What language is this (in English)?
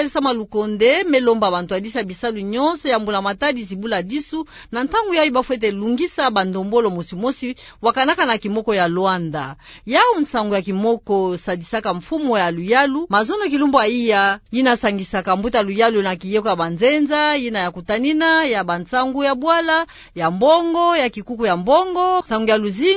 Kituba (Democratic Republic of Congo)